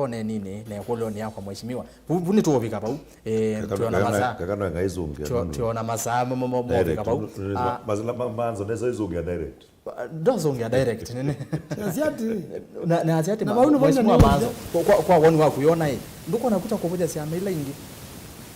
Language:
Kamba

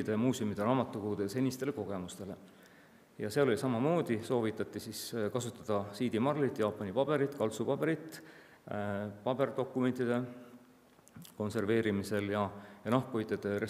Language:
Estonian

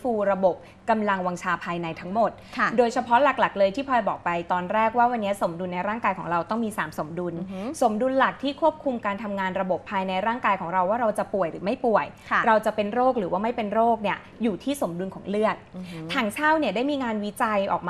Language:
Thai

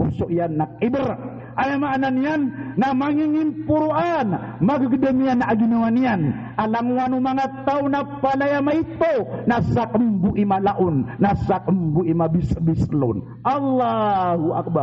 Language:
Maranao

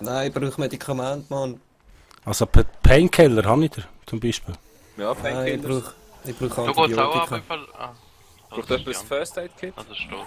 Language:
Swiss German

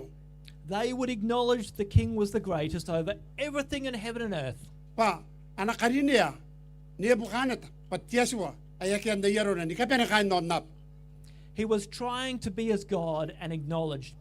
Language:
Gilbertese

